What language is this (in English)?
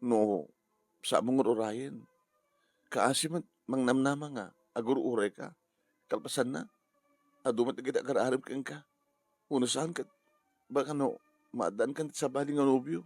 Iloko